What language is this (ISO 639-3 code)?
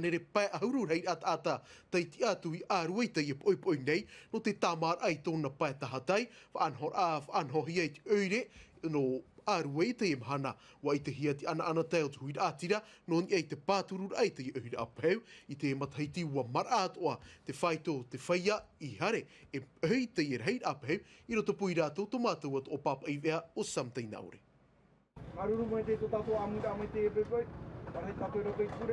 tah